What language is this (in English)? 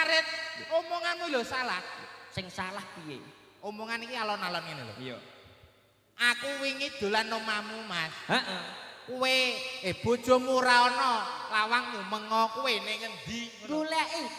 Javanese